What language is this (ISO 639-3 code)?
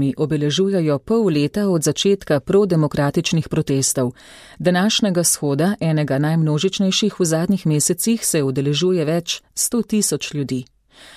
slv